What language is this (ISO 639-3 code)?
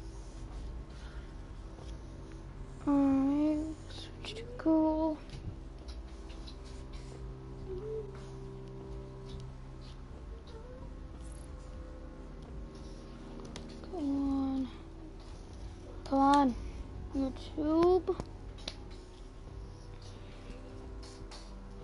eng